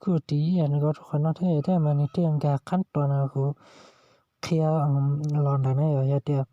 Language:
Hmong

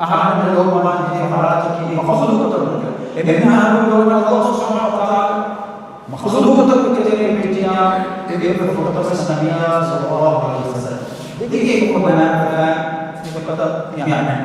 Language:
Divehi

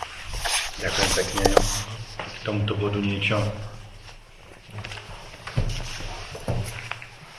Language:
Slovak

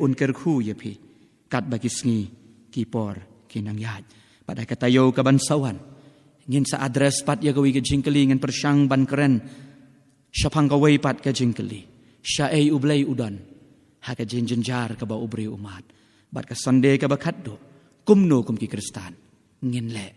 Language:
Khasi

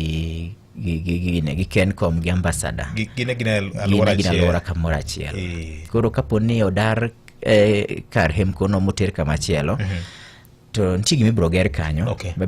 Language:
Luo (Kenya and Tanzania)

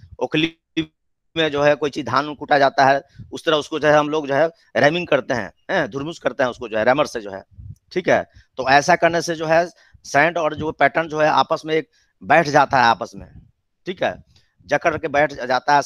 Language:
Hindi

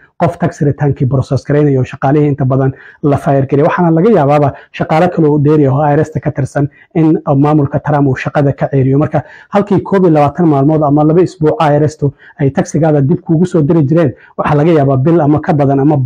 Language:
Somali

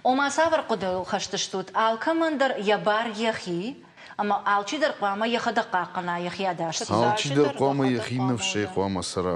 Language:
Ossetic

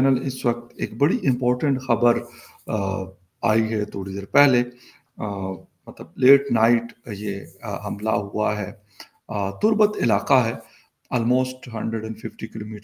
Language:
Urdu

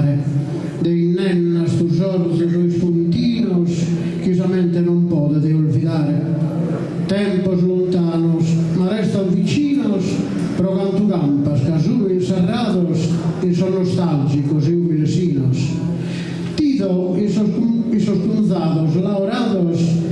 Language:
Sardinian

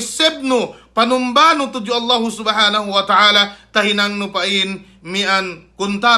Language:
Yakan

